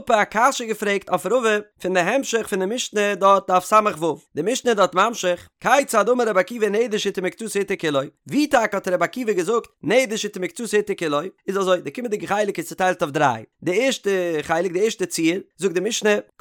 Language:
Yiddish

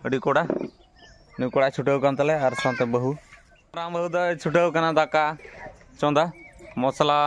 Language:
Santali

